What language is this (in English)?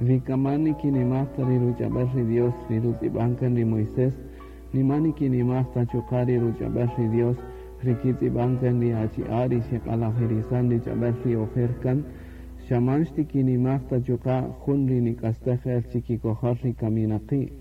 Kaqchikel